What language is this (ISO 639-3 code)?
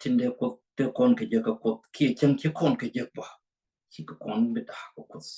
nus